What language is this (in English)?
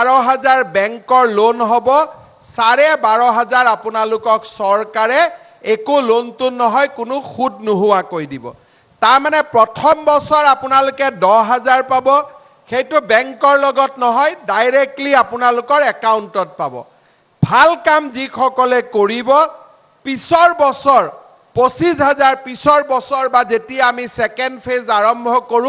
Assamese